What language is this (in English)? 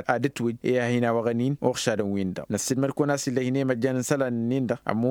Tamasheq